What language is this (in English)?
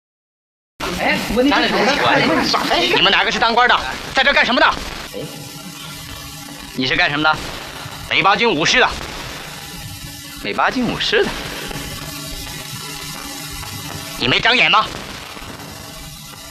Chinese